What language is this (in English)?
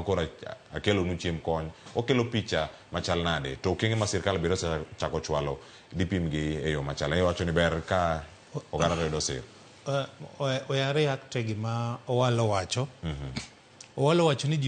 Luo (Kenya and Tanzania)